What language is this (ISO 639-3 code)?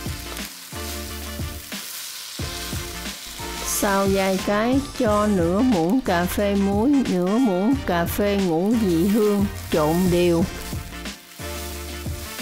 vie